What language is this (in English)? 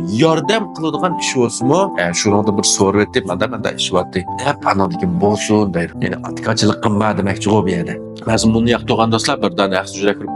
Uyghur